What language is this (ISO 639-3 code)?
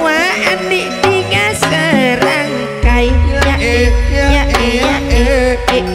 mad